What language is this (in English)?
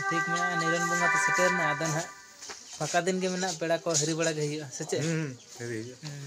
Santali